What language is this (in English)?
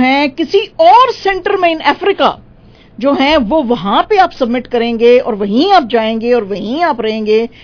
Urdu